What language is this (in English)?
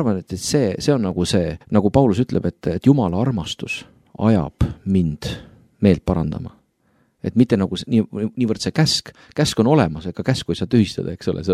Estonian